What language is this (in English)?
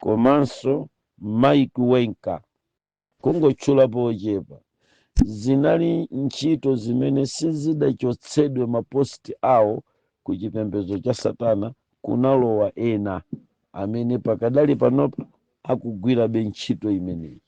Nyanja